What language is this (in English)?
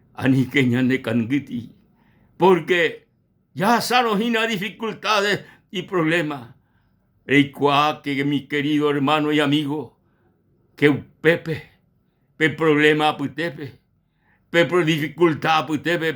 Guarani